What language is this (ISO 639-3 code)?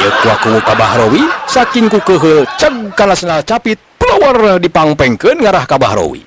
sun